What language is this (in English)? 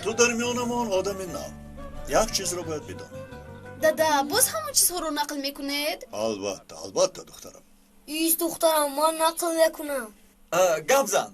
Tajik